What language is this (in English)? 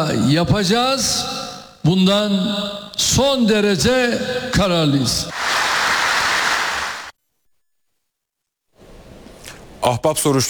Turkish